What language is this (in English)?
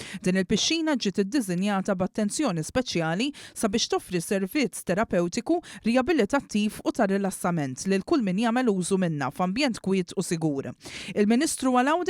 Maltese